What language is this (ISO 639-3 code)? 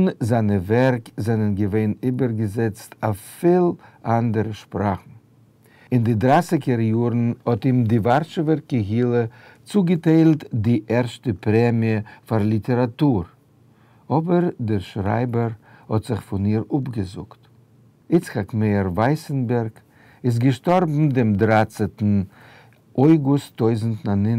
yid